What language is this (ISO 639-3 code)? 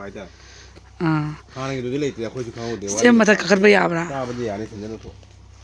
mni